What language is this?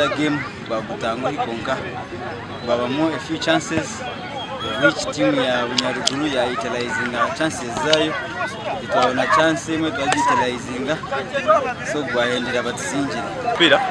Nyankole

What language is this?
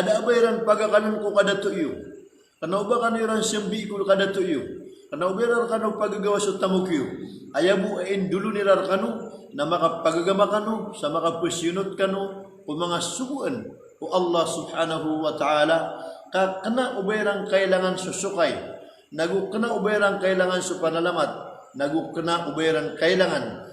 Maranao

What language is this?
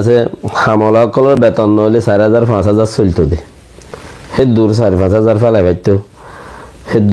Rohingya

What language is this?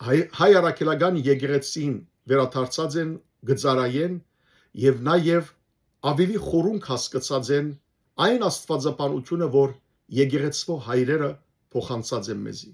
Western Armenian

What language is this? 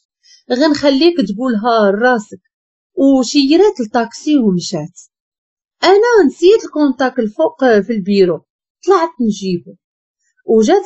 Moroccan Arabic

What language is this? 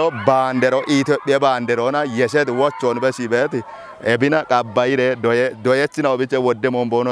Kafa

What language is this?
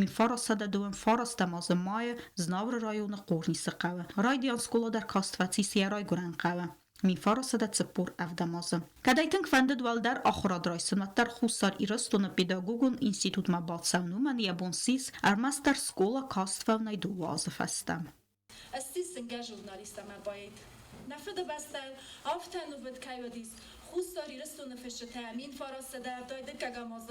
Ossetic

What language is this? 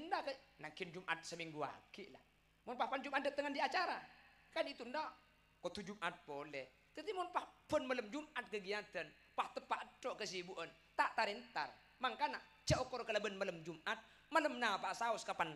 Madurese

